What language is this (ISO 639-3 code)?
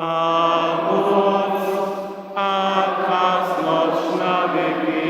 hsb